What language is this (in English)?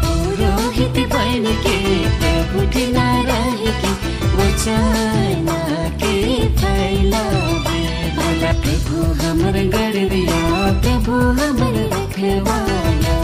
Sadri